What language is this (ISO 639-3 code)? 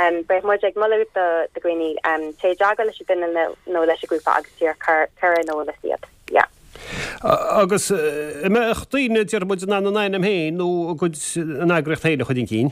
gle